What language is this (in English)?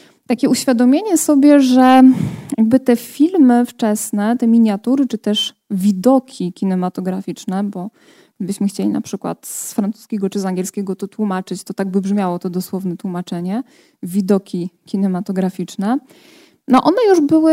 Polish